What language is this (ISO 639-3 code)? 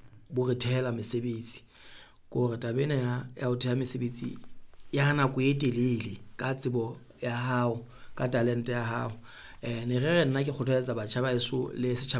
sot